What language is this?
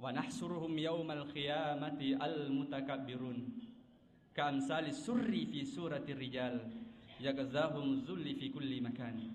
Buginese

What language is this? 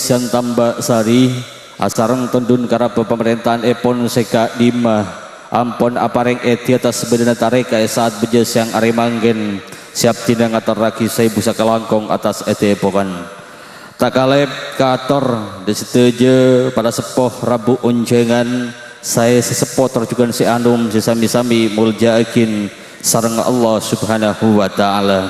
Madurese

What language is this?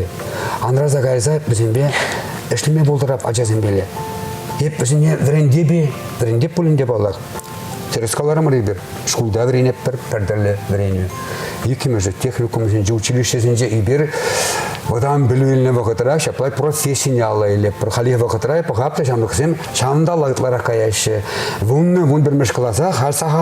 Chuvash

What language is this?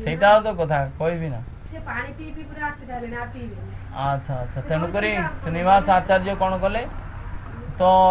Odia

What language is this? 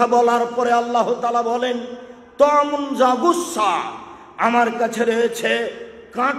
Bangla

